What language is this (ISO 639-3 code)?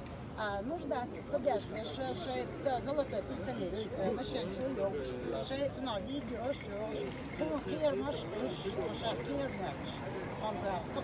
che